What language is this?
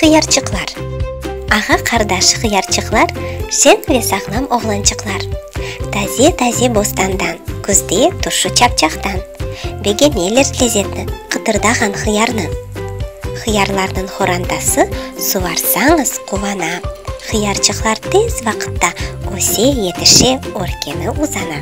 Crimean Tatar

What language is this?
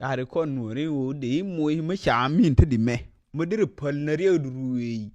Nuer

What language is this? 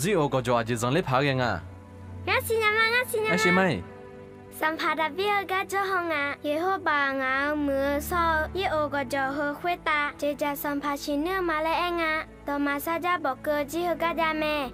Akha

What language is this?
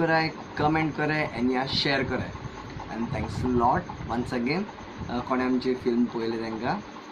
Konkani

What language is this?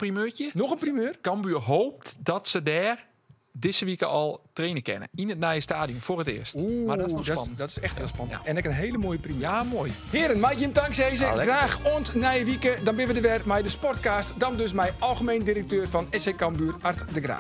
Western Frisian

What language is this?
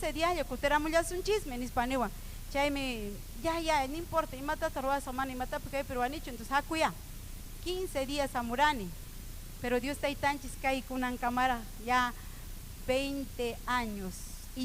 Ayacucho Quechua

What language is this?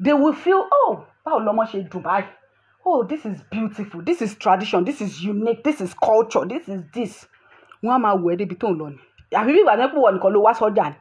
Yoruba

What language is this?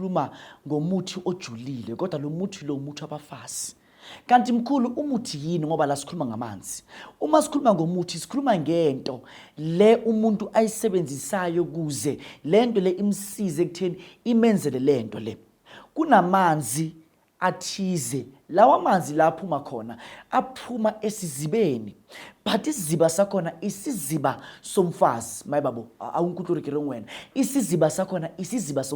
Zulu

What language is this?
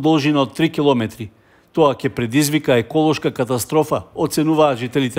Macedonian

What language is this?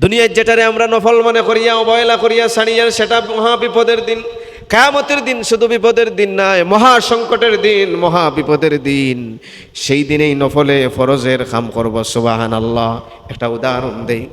Sylheti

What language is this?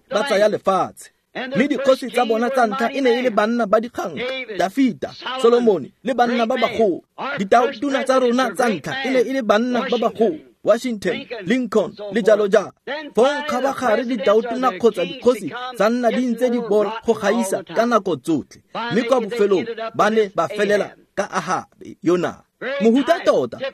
Tswana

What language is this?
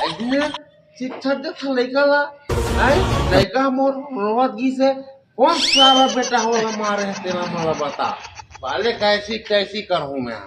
Chhattisgarhi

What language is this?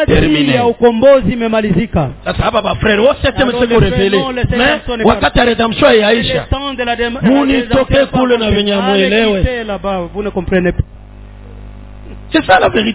Swahili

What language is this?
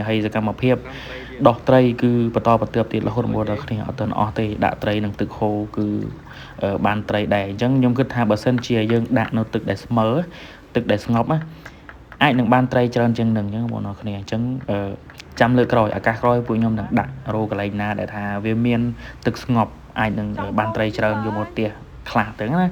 Khmer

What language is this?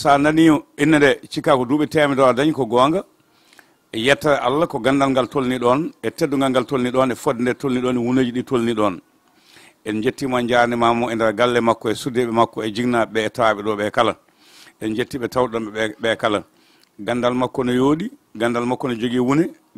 Fula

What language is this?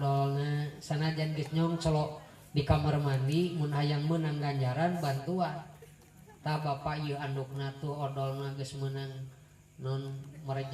Sundanese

